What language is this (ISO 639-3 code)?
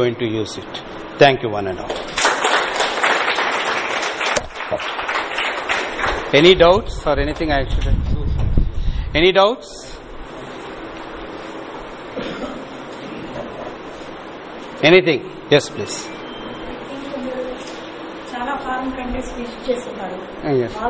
tel